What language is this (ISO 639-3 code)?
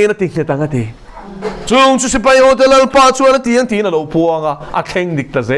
lus